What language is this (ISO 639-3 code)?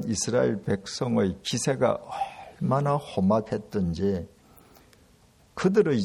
kor